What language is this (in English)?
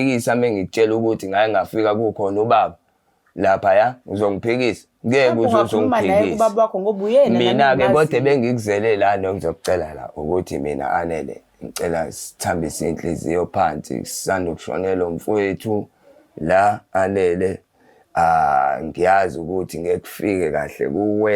Zulu